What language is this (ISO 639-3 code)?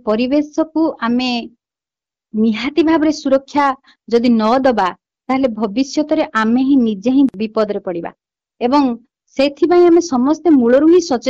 ori